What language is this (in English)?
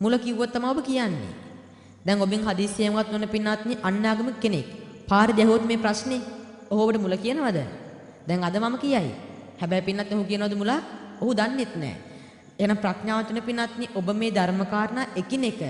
Sinhala